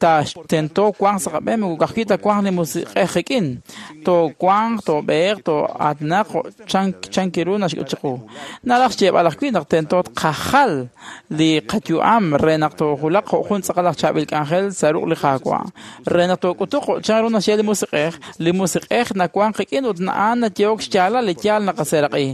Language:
Kekchí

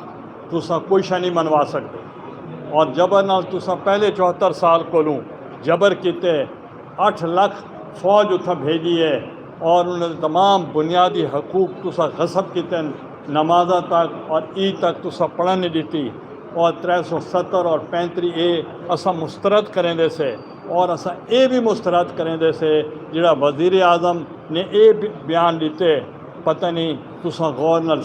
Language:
Saraiki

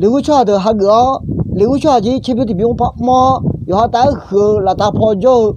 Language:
Akha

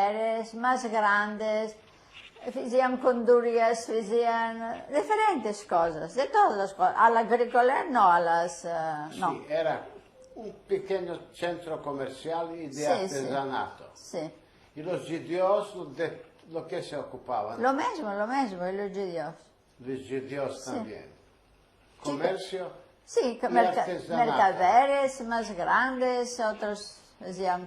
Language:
Ladino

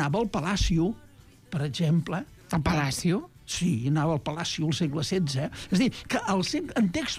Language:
Catalan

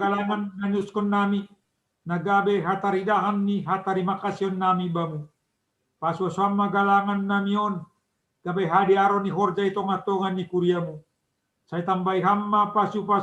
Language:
Batak Simalungun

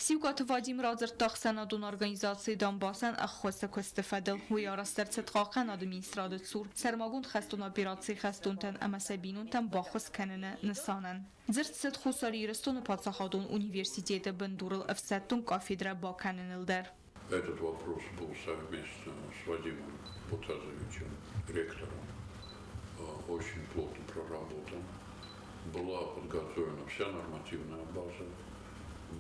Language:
Ossetic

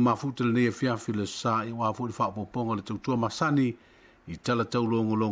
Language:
Samoan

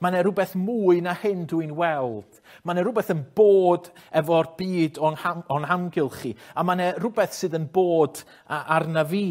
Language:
Welsh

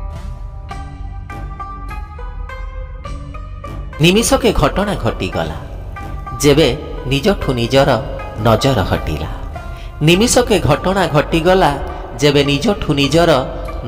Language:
Odia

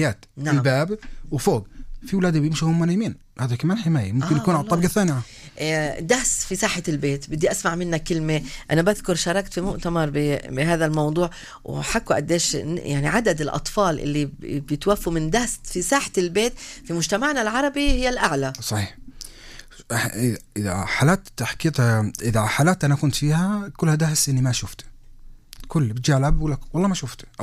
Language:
North Levantine Arabic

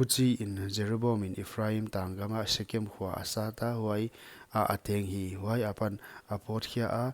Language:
Paite Chin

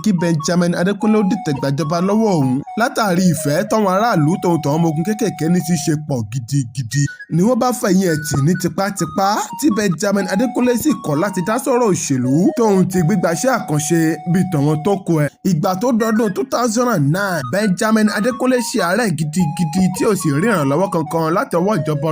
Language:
Yoruba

